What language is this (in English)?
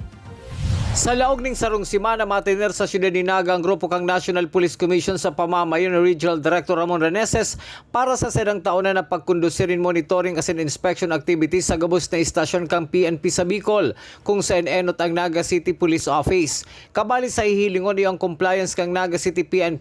Bikol